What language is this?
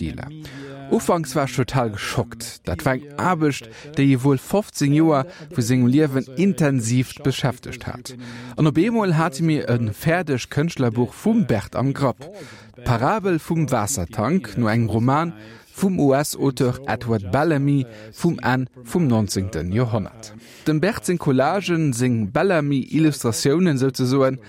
Luxembourgish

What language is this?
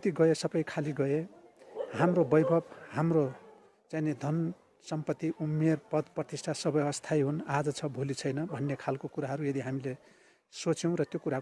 Nepali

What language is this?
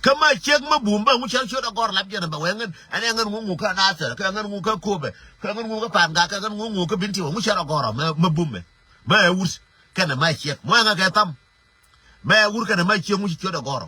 Nuer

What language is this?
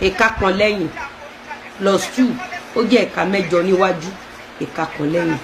Yoruba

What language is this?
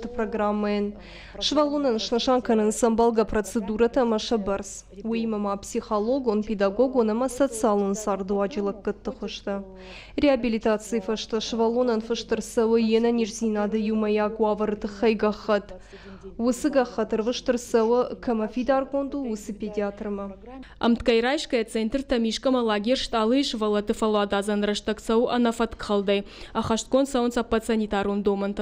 Ossetic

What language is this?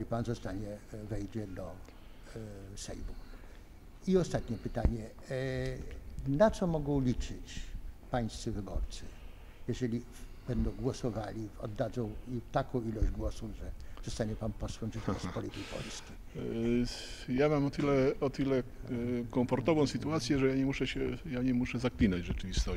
Polish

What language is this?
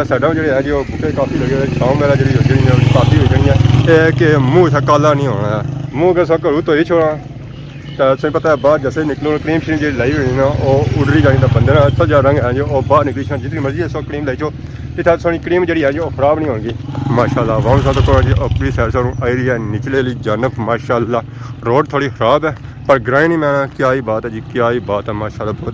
Pahari-Potwari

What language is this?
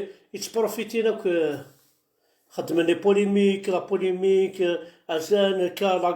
Kabyle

